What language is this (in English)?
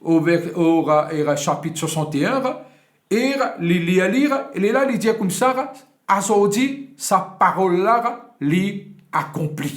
Morisyen